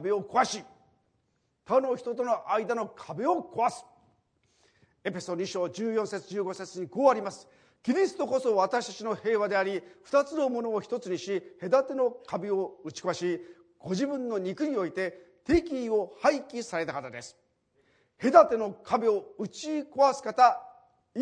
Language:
Japanese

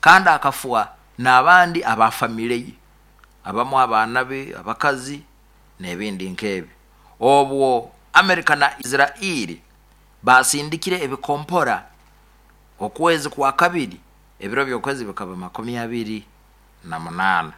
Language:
Nyoro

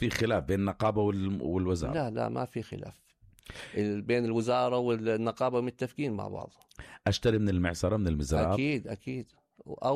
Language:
North Levantine Arabic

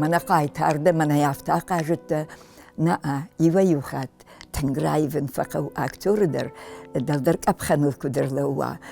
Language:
Ossetic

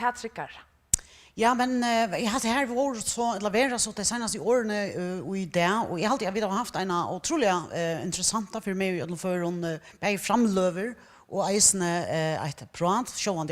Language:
Faroese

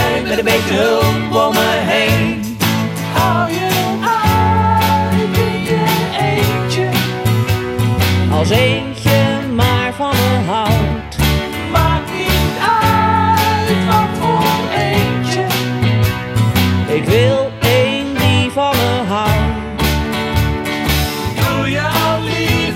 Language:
Dutch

